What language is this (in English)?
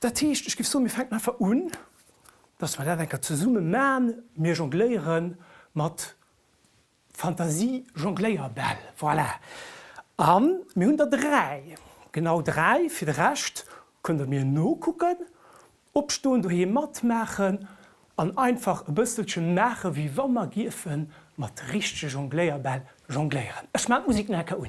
Luxembourgish